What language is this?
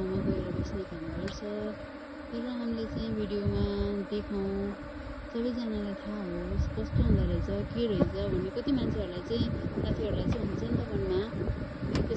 Nepali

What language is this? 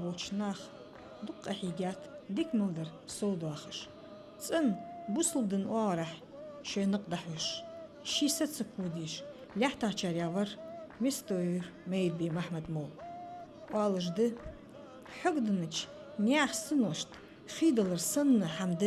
Ingush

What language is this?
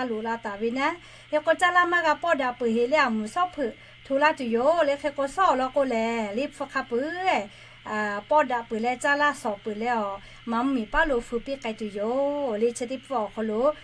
Lahu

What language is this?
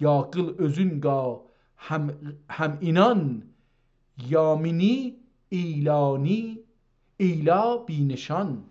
South Azerbaijani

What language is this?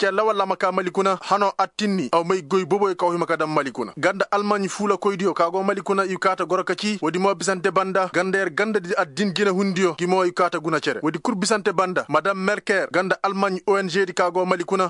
Koyraboro Senni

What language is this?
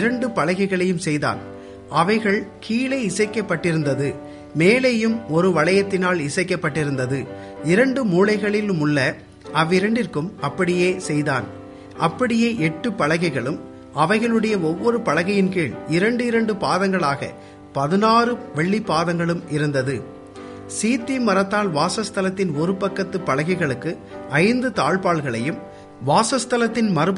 Tamil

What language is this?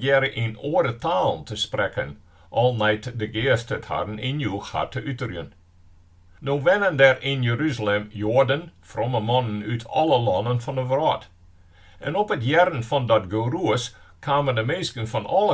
Western Frisian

